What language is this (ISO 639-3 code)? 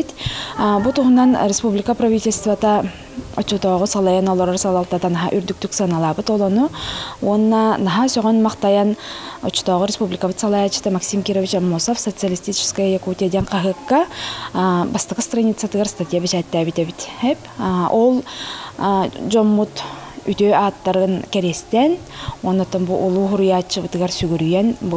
sah